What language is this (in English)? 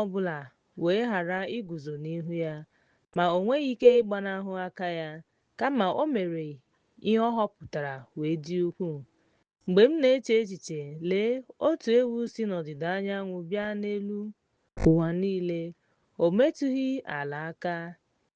Igbo